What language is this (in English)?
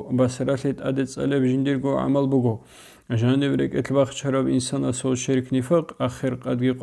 Avaric